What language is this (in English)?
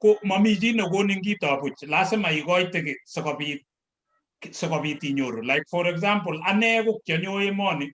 Kalenjin